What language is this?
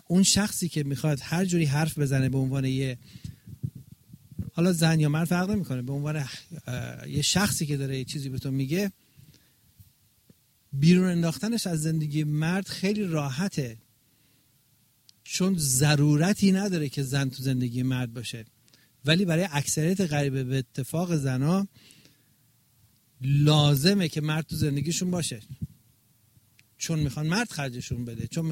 Persian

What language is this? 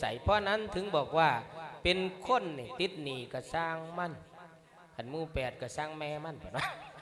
Lao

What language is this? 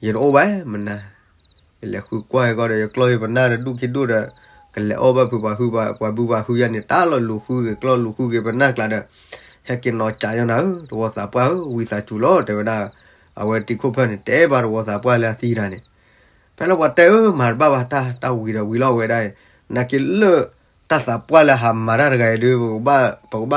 S'gaw Karen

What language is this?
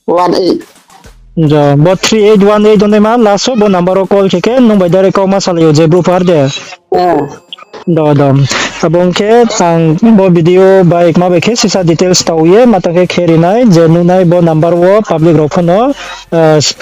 Riang (India)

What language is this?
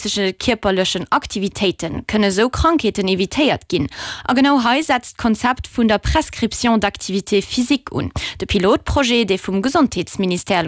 Luxembourgish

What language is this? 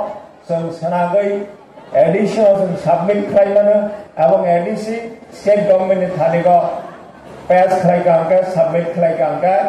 Riang (India)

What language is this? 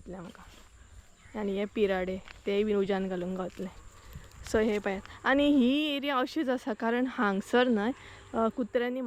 Konkani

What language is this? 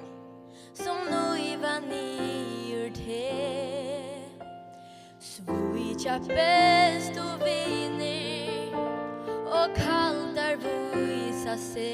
Faroese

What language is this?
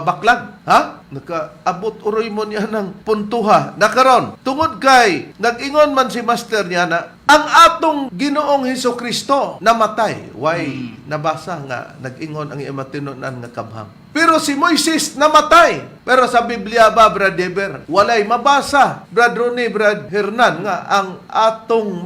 Cebuano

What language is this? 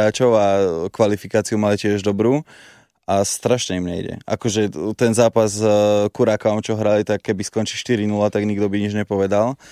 Slovak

